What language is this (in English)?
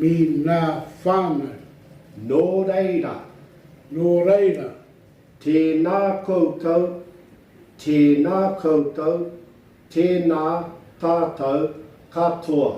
Māori